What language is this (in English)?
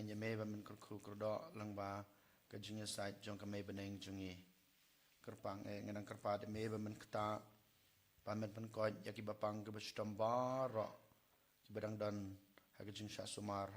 Khasi